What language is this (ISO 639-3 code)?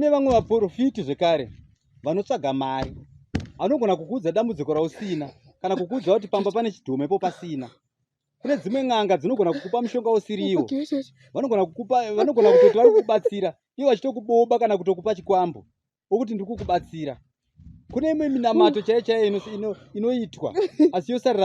sna